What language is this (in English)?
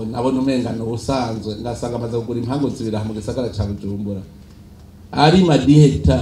Rundi